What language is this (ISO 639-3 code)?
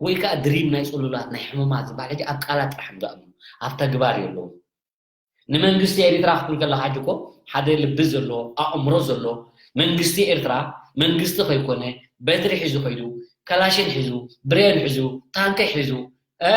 tir